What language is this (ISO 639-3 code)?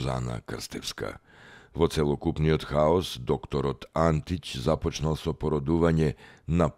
mkd